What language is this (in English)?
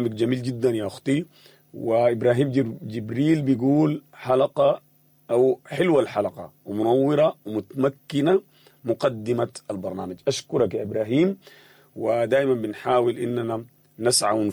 Sudanese Arabic